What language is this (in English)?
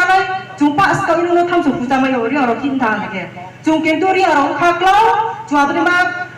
Riang (India)